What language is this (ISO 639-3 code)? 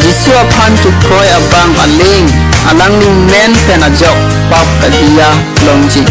mjw